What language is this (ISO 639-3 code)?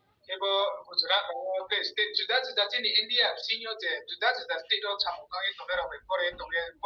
ria